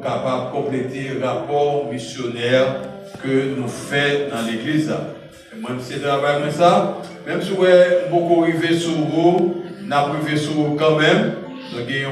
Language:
Haitian Creole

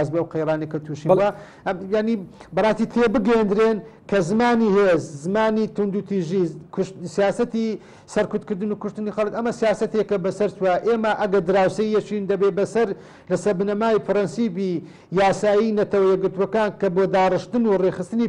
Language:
Central Kurdish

